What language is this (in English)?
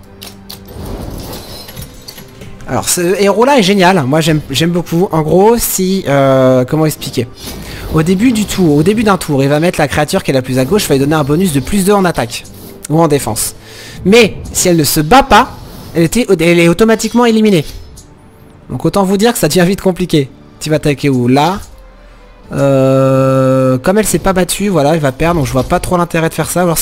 French